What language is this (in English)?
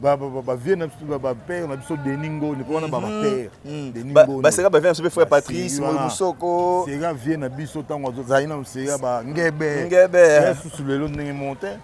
Lingala